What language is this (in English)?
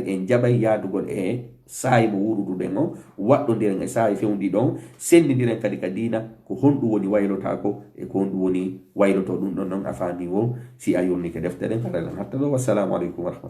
Fula